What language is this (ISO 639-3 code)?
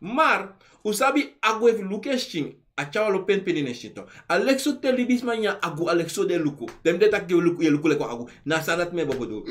srn